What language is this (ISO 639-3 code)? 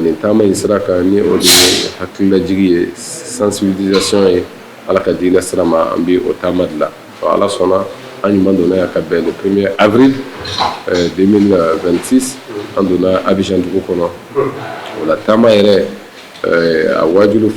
bam